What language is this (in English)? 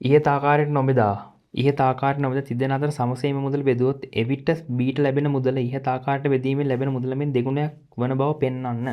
Sinhala